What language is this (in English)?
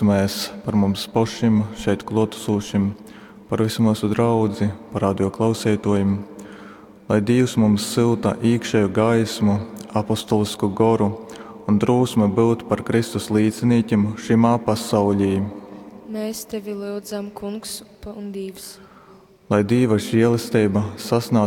Latgalian